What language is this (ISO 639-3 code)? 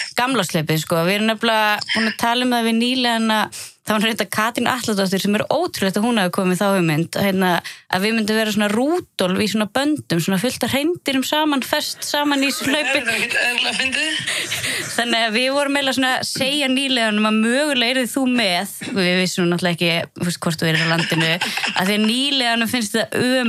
isl